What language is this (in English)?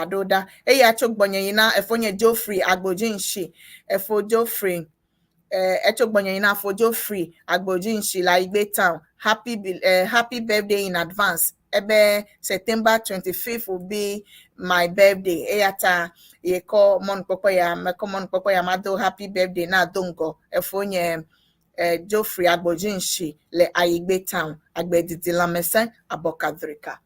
Ewe